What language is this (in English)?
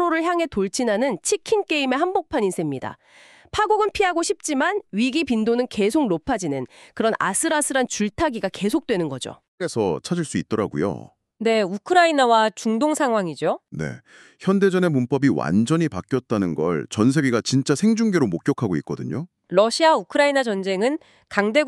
Korean